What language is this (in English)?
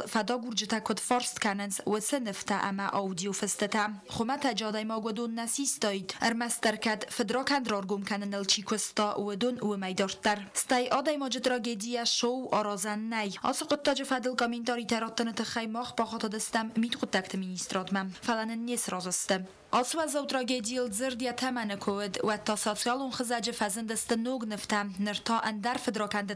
Ossetic